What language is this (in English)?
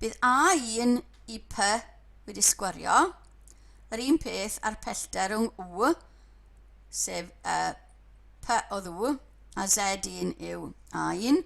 Welsh